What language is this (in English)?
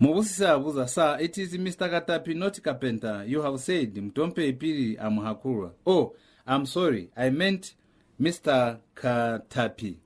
Lozi